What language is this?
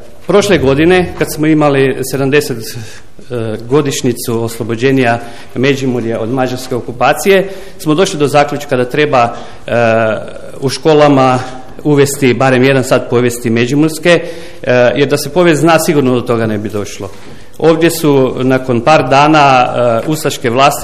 Croatian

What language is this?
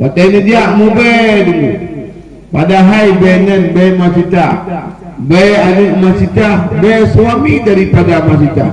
Achinese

